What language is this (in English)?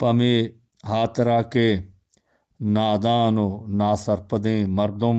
Eastern Balochi